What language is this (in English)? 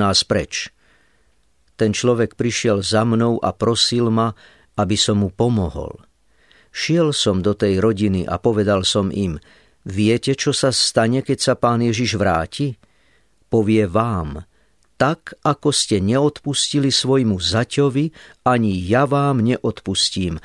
Slovak